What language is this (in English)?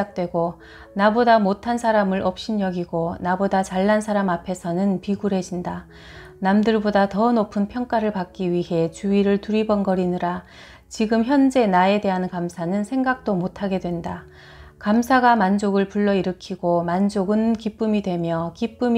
Korean